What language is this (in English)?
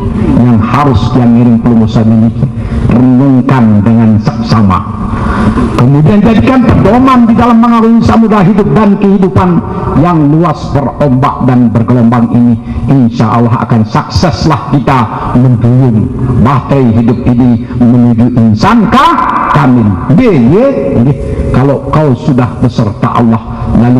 Sasak